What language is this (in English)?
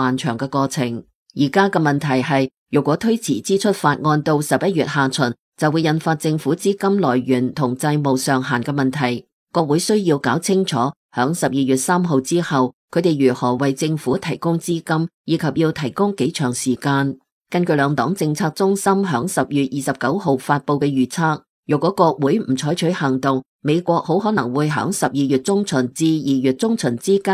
Cantonese